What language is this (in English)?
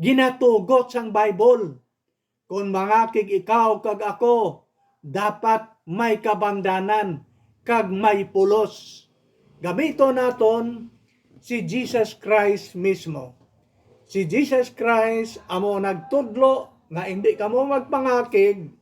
Hiligaynon